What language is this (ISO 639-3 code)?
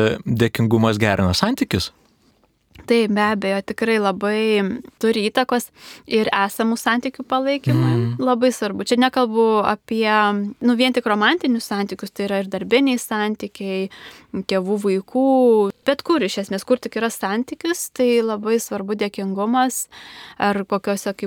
lit